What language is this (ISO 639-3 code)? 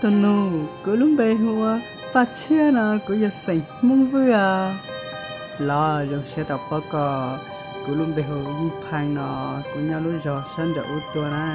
hmn